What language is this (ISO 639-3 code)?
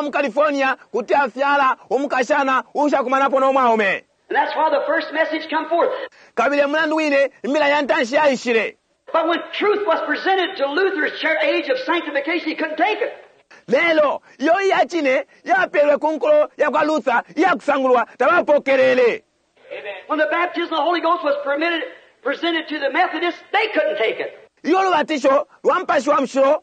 bem